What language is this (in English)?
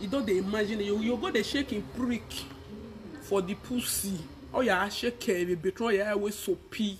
Nigerian Pidgin